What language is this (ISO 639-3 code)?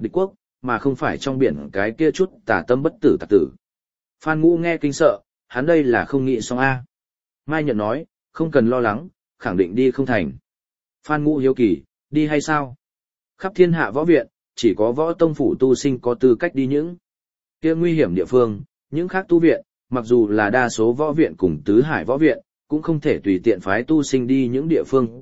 vie